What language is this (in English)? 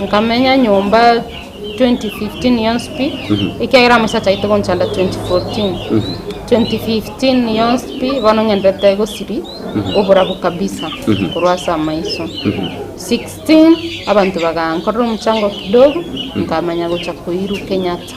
Gusii